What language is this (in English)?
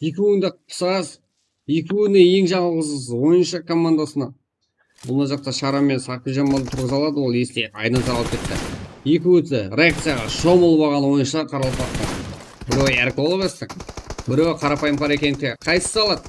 Kara-Kalpak